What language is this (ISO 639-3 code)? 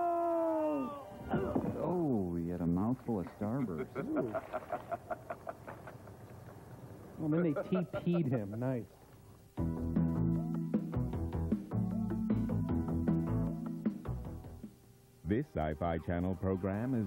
eng